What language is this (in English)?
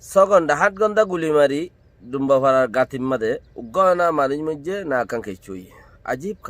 Rohingya